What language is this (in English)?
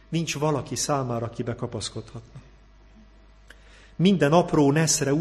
Hungarian